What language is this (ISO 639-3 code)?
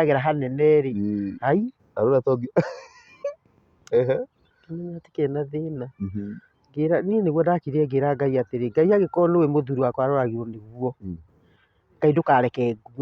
kik